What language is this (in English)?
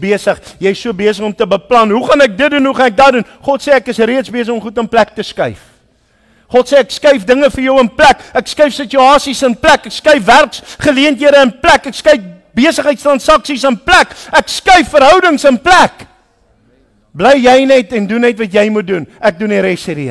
Afrikaans